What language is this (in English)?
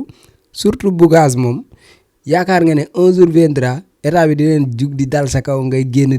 Wolof